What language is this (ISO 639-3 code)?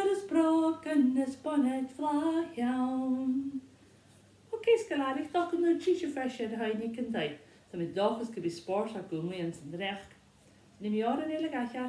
gla